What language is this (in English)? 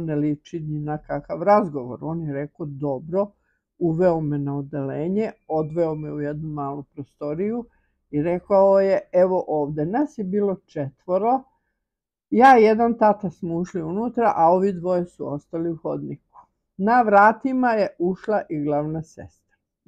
Serbian